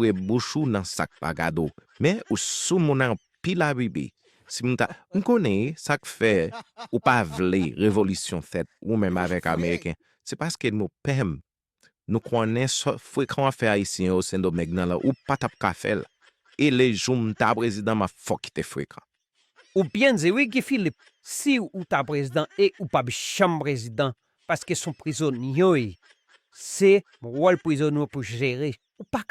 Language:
Haitian Creole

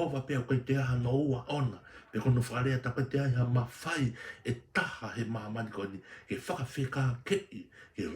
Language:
Tongan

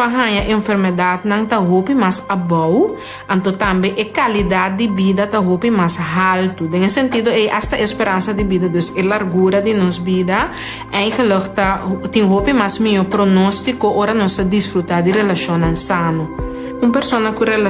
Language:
Papiamento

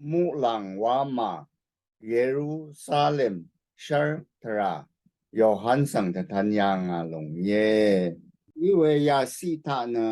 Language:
Rawang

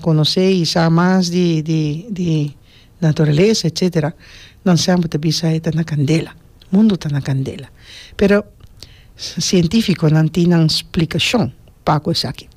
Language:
Papiamento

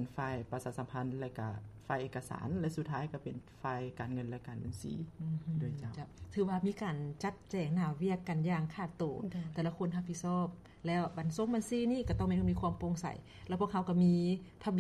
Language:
Lao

